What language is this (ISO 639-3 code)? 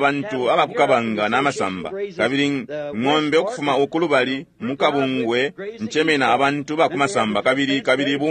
bem